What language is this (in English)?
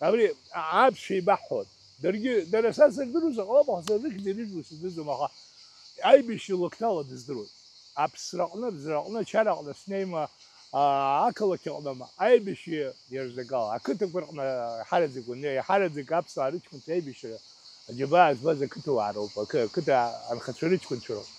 Abkhazian